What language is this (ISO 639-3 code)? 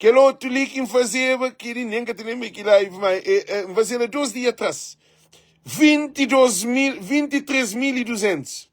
kea